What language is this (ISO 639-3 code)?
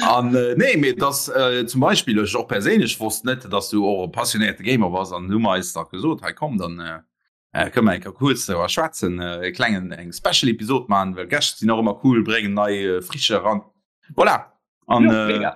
ltz